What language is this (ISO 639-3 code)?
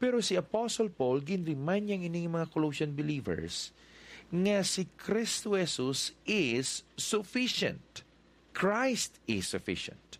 hil